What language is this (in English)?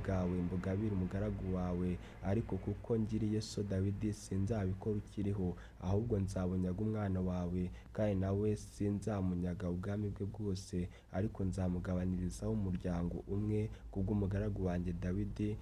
Kinyarwanda